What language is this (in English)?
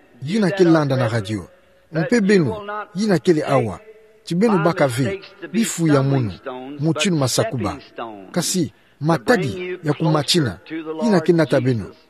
Kituba (Democratic Republic of Congo)